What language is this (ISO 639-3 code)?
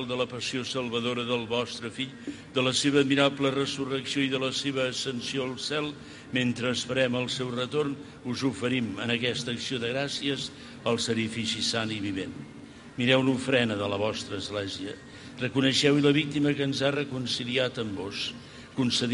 cat